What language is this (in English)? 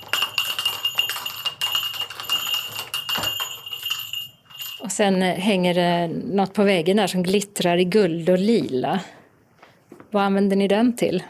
Swedish